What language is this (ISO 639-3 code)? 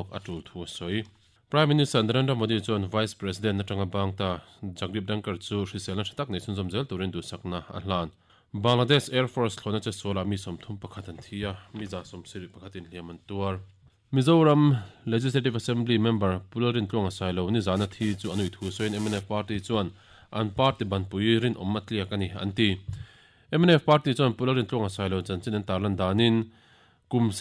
lus